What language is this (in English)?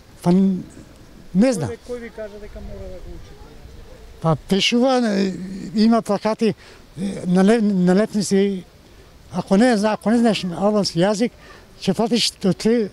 Macedonian